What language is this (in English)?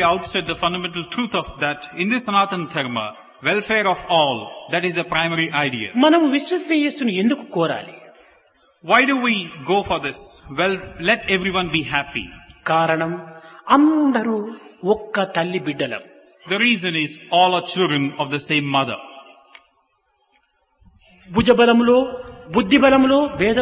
Telugu